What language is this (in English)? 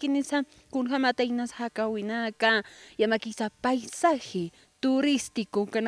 Aymara